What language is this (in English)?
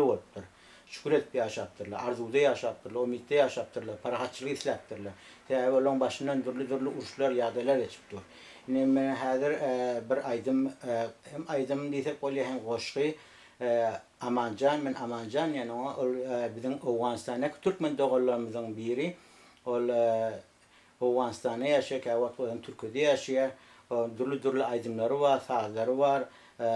Turkmen